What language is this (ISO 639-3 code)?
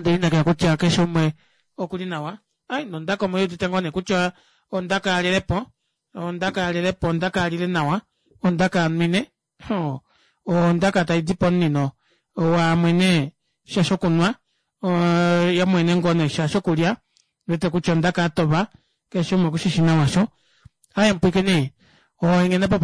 kua